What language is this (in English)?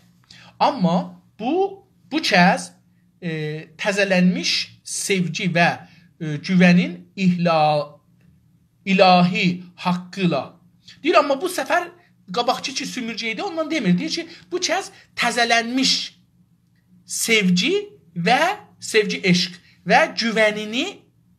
South Azerbaijani